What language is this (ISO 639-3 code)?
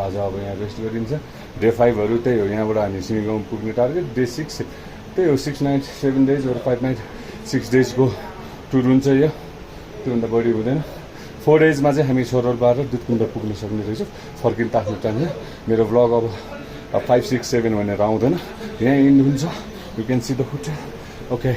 nep